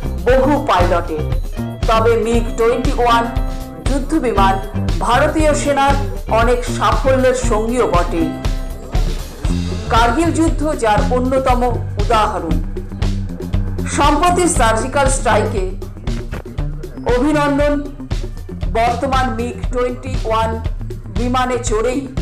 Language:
Bangla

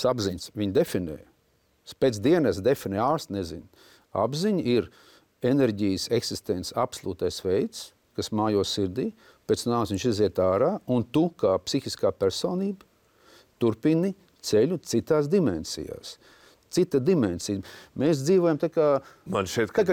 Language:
Latvian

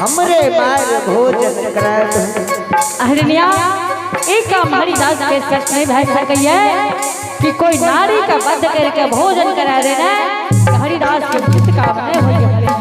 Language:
Angika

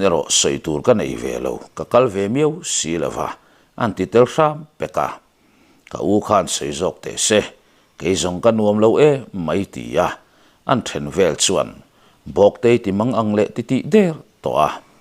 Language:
Mizo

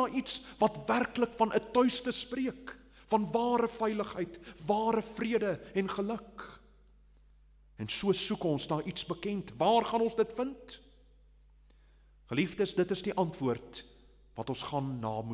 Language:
Afrikaans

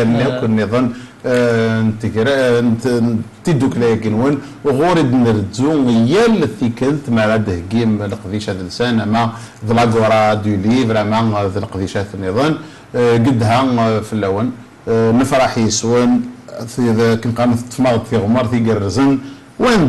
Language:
Kabyle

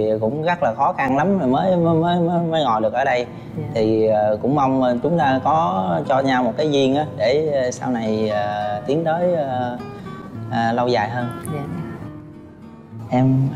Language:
Vietnamese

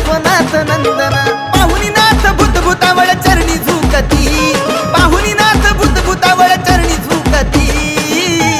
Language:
Marathi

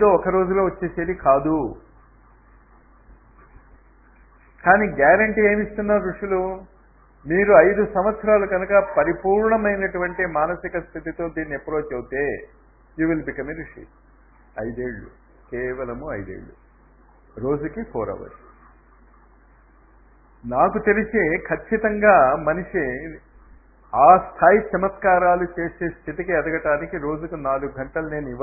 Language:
Telugu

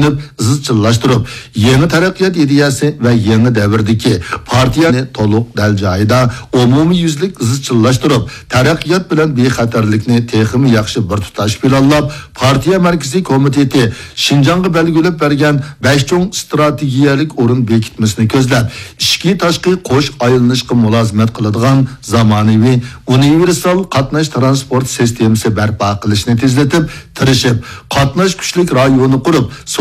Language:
Uyghur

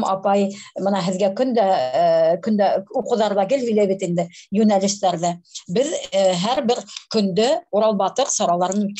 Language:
Bashkir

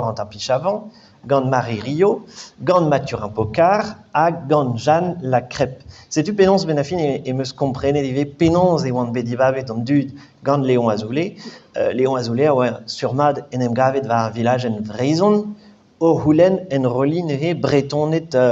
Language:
Breton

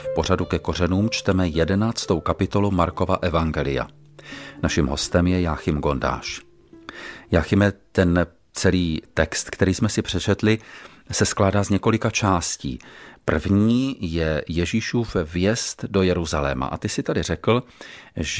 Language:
Czech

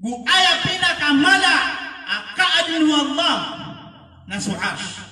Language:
Maranao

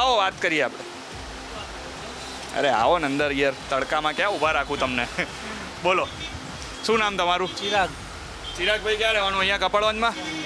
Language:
Gujarati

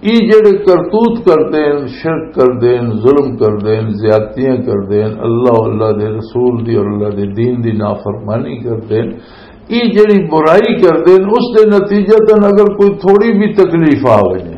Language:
Western Panjabi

